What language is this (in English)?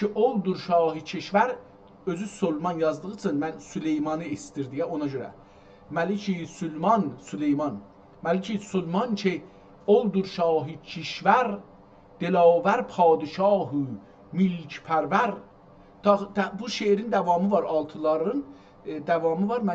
South Azerbaijani